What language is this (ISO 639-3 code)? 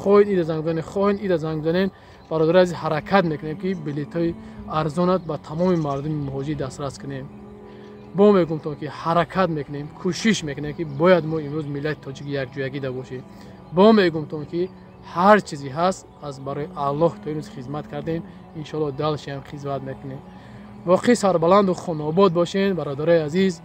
tgk